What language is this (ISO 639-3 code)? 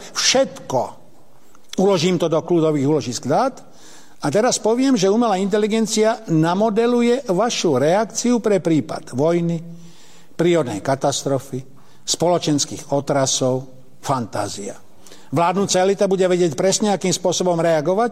slk